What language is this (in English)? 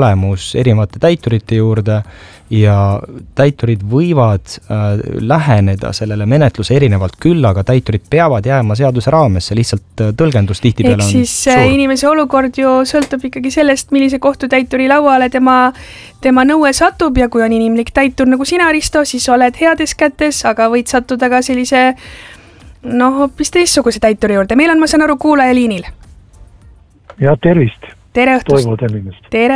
Estonian